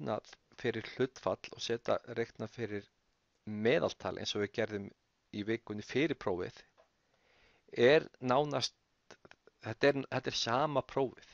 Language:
Icelandic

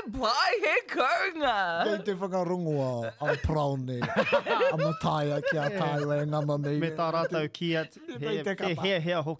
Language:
Māori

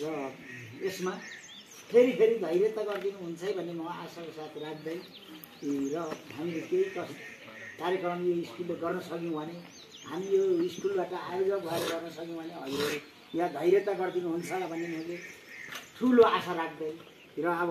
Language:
Nepali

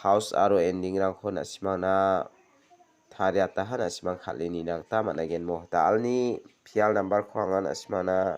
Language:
Garo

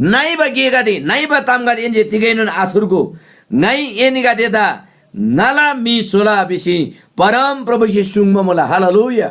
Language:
Eastern Tamang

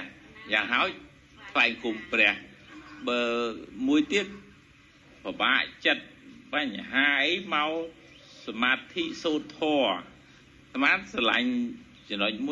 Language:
Khmer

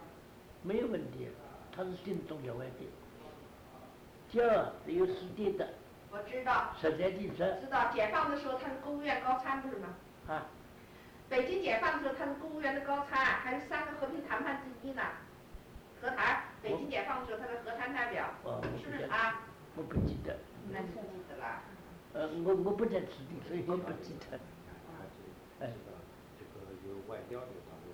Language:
Chinese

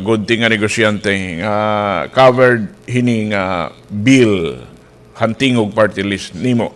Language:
Waray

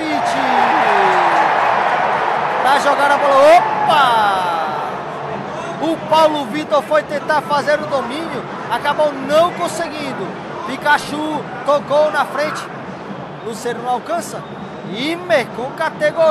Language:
Portuguese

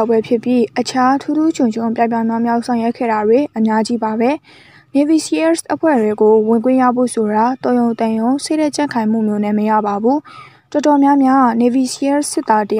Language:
Burmese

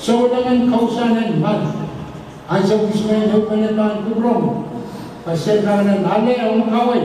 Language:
Pohnpeian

